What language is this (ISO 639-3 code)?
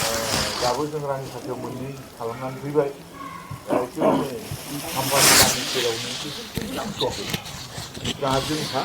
brx